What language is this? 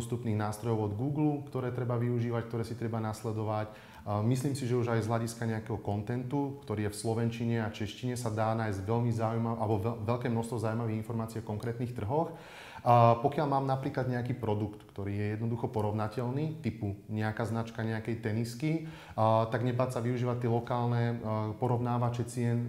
Slovak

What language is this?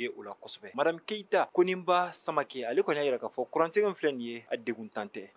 Bambara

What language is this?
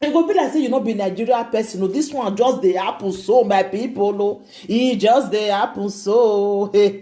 Nigerian Pidgin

